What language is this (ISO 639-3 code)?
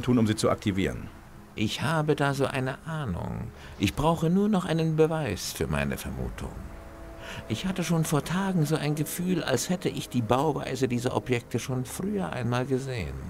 bar